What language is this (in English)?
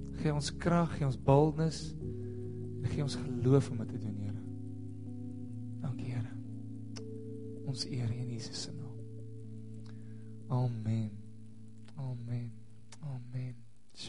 Afrikaans